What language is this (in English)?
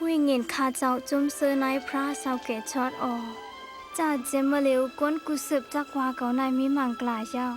Shan